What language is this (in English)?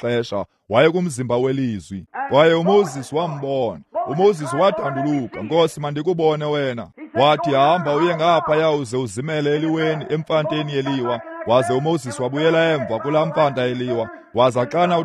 Xhosa